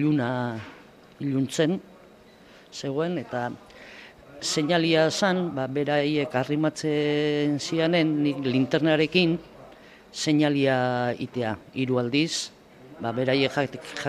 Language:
Basque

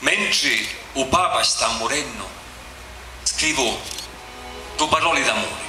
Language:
Sicilian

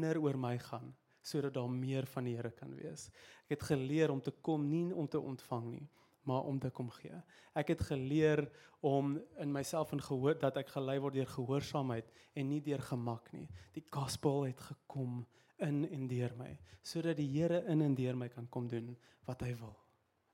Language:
Afrikaans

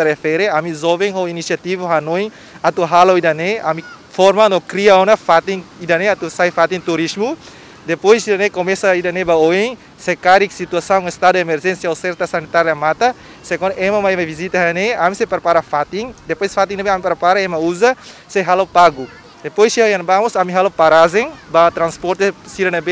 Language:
Tetum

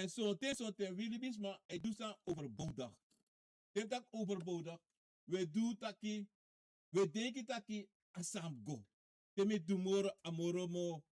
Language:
Sranan Tongo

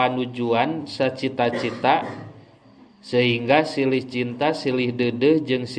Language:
Sundanese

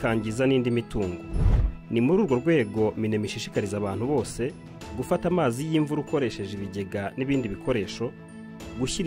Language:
Kinyarwanda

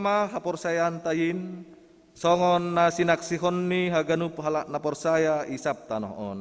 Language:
Batak Simalungun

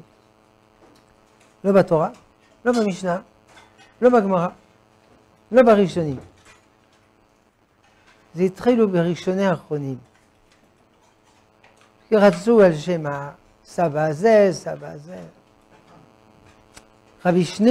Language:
Hebrew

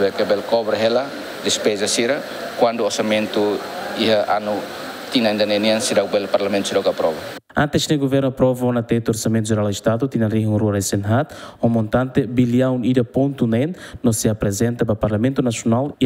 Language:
Tetum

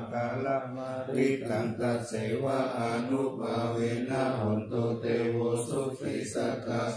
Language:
Pali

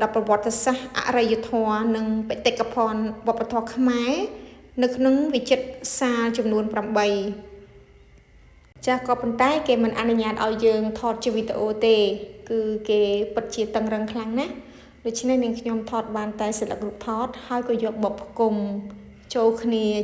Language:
Khmer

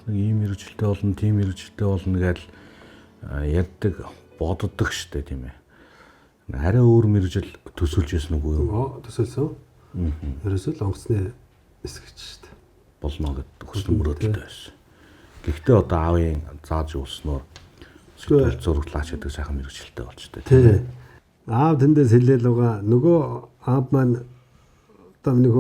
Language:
Mongolian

